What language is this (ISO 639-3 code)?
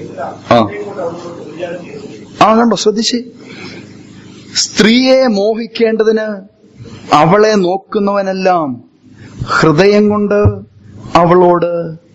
mal